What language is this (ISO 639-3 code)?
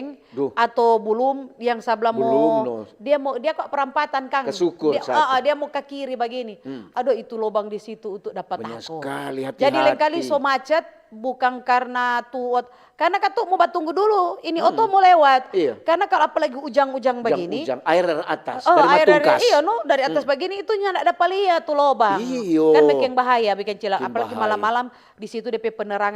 xmm